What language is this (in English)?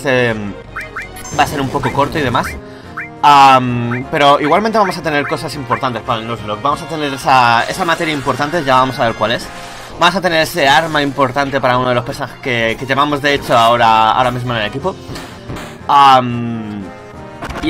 Spanish